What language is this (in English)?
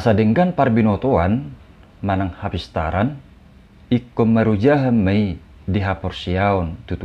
Batak Toba